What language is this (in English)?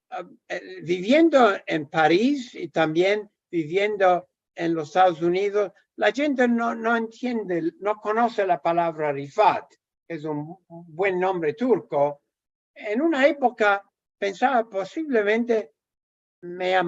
Ladino